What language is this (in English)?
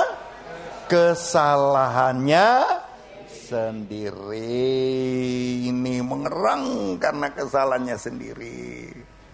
Indonesian